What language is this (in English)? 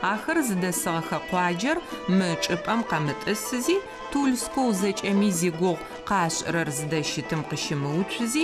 Adyghe